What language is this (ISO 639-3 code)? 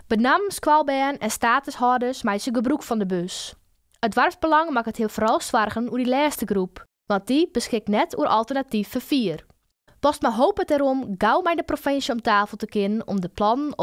fry